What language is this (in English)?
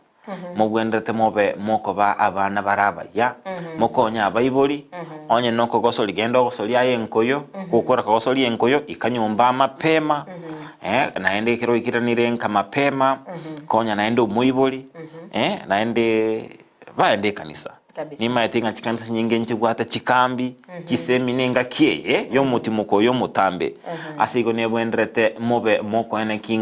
Gusii